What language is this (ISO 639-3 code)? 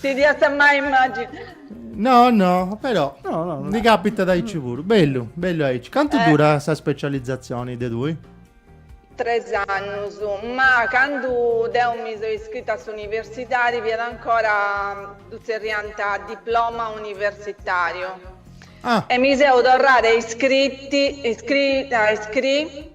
srd